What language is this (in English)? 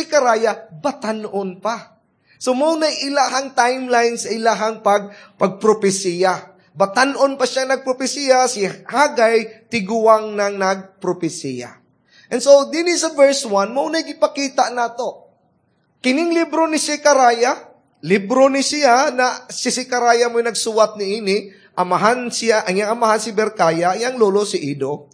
Cebuano